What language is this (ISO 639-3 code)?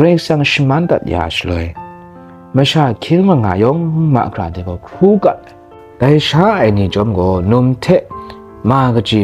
kac